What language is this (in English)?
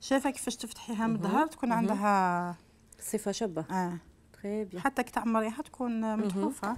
Algerian Arabic